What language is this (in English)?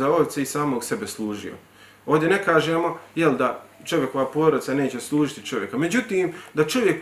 Bosnian